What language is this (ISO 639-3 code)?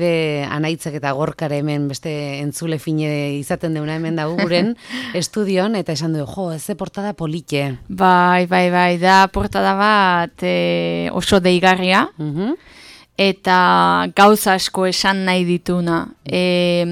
eus